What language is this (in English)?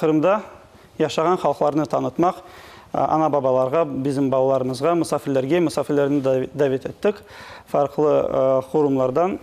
Crimean Tatar